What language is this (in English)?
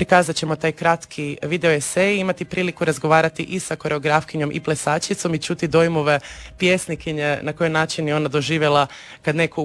Croatian